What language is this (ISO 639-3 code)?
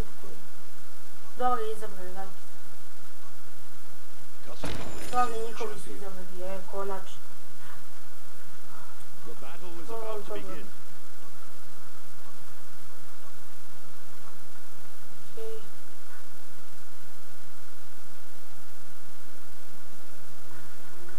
srp